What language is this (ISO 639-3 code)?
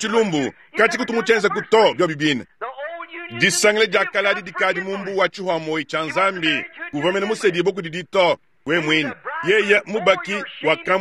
lua